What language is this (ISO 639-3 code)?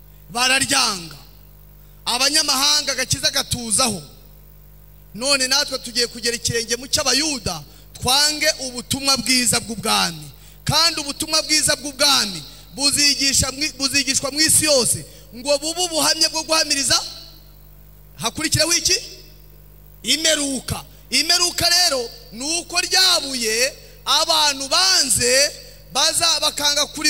kin